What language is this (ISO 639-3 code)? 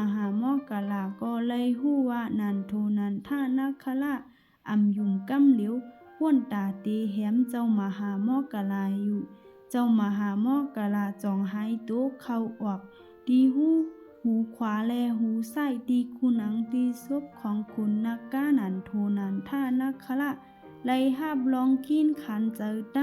shn